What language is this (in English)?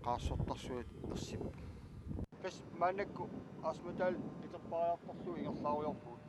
Kalaallisut